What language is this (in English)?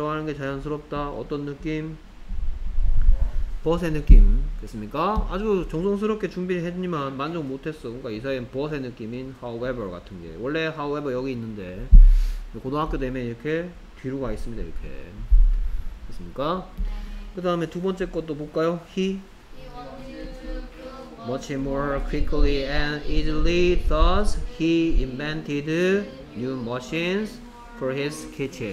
Korean